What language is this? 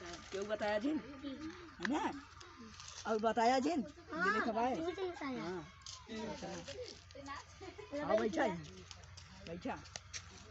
Awadhi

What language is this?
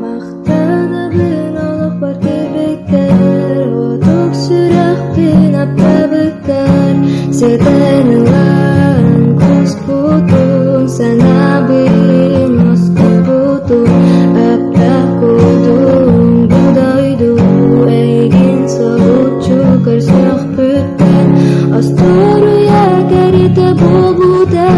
Yakut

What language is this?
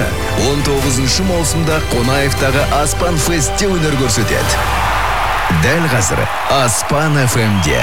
Kazakh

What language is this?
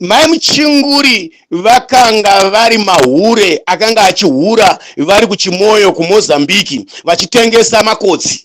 Shona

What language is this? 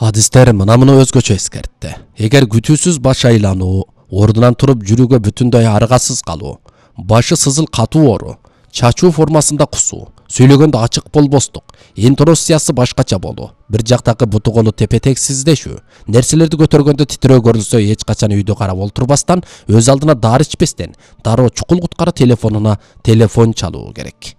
Kyrgyz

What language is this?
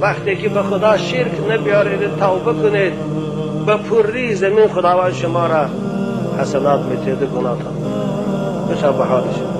Tajik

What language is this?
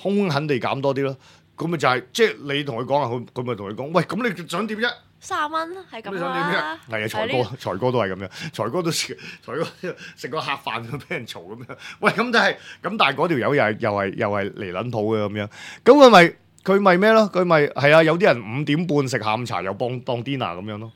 Cantonese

